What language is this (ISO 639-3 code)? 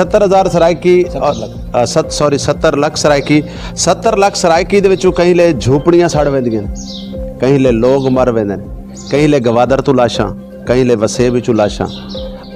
skr